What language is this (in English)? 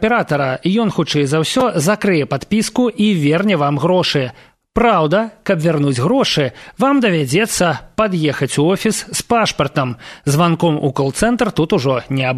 Belarusian